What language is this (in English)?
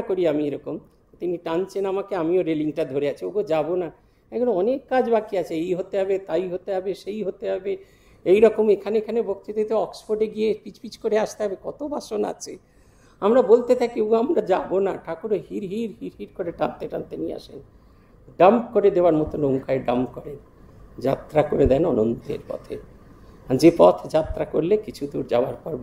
Bangla